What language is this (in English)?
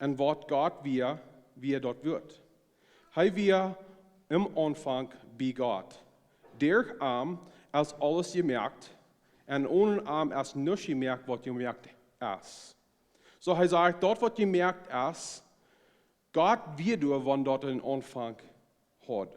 Plautdietsch